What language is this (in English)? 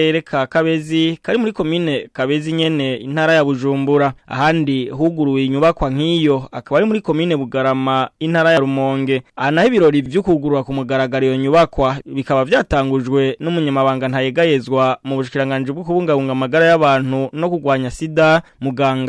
Rundi